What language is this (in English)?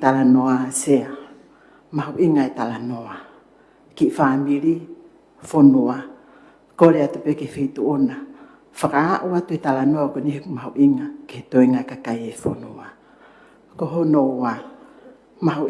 Tongan